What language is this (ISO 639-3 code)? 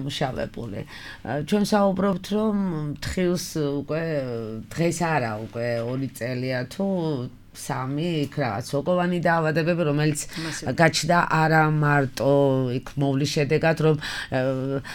kat